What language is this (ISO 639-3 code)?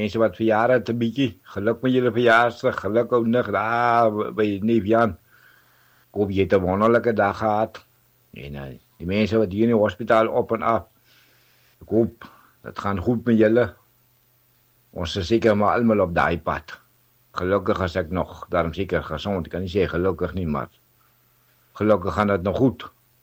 afr